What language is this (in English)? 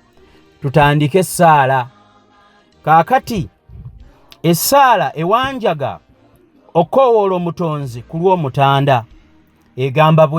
Ganda